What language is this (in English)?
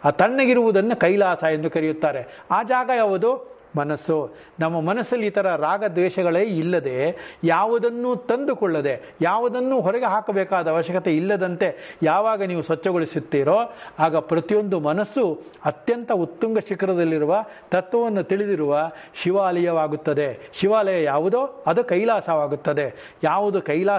Kannada